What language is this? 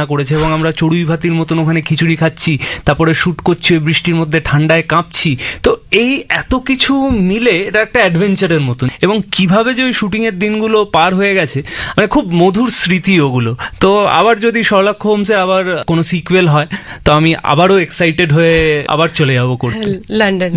Bangla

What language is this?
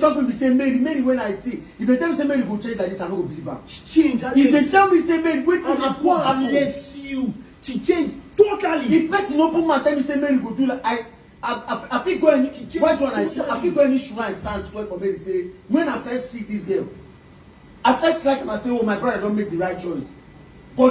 Nigerian Pidgin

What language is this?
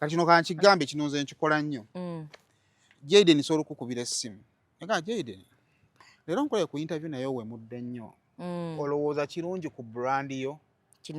Ganda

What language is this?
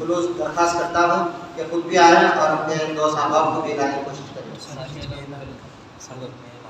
Urdu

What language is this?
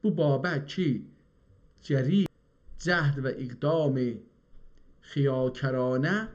South Azerbaijani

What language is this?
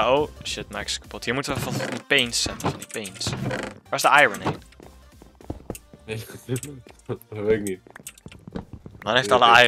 Dutch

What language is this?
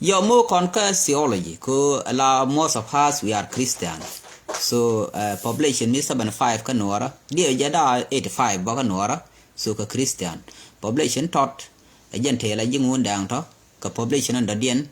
Nuer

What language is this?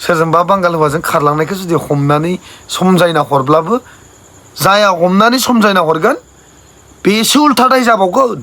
Bodo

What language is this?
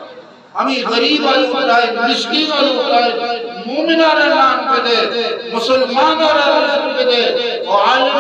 Eastern Balochi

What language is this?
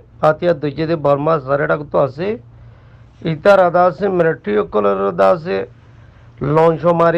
Rohingya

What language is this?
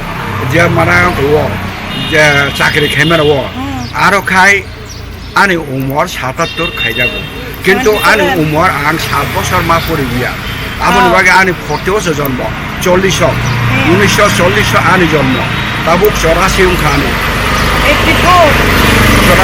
Kok Borok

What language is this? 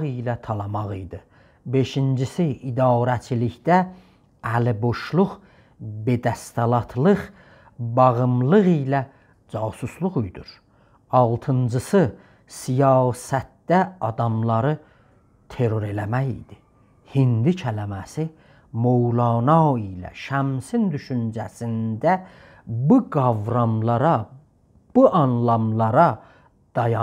South Azerbaijani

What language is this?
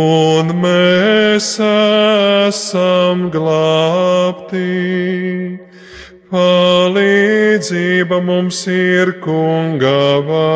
Latvian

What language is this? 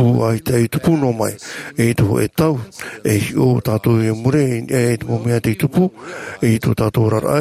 Tahitian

